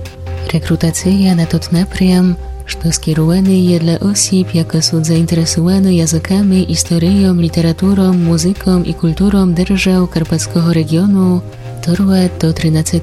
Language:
Rusyn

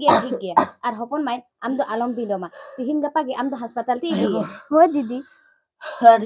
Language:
Santali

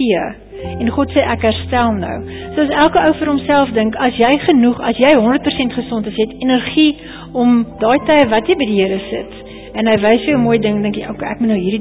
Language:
Afrikaans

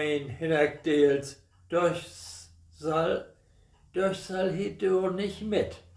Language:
Low German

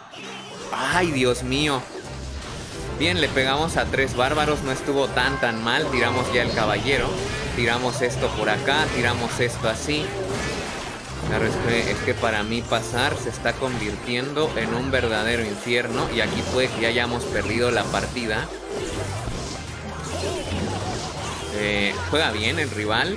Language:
Spanish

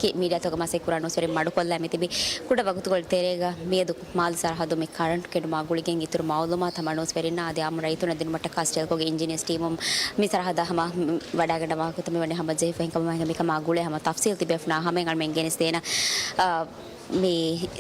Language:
Divehi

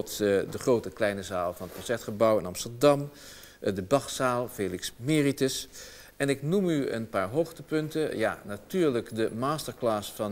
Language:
Dutch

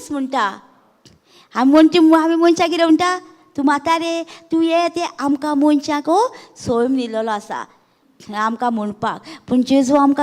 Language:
Konkani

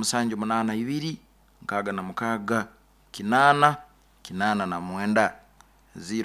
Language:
Nyoro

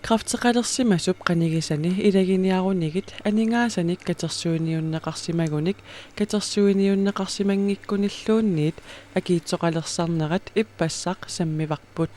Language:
Kalaallisut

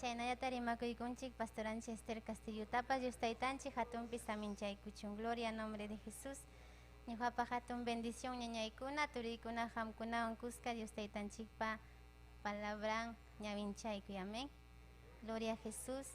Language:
Ayacucho Quechua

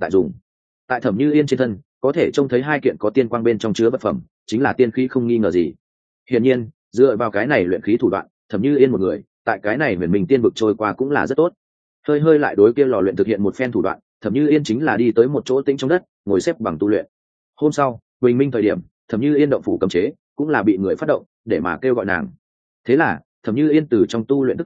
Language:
Vietnamese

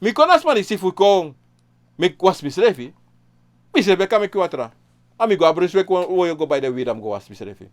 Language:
Sranan Tongo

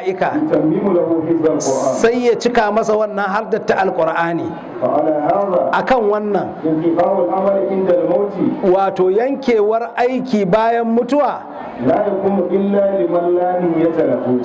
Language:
Hausa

